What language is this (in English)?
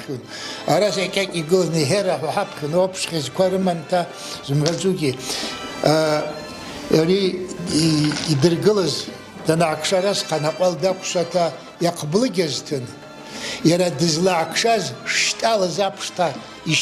Abkhazian